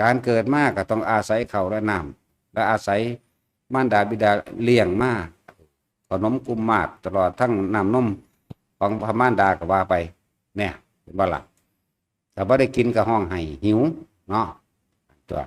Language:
Northeastern Thai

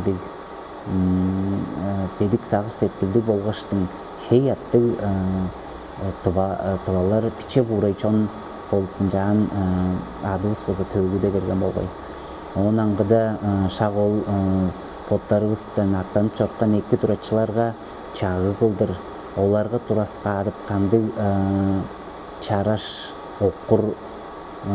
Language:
Tuvinian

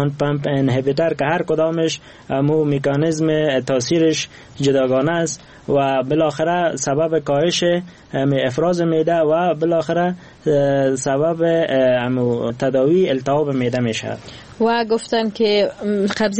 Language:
Persian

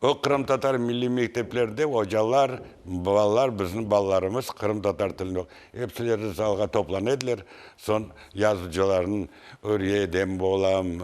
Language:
Crimean Tatar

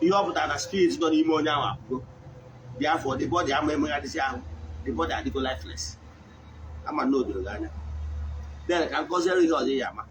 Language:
Igbo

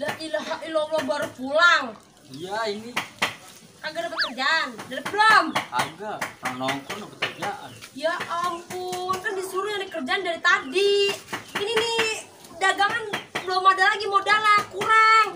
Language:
Betawi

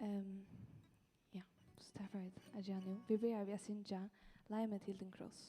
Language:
Faroese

